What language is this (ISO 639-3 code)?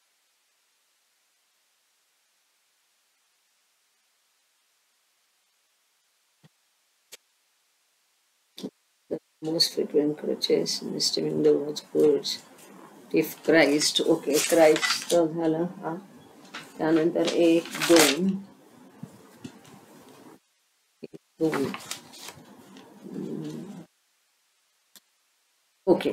mar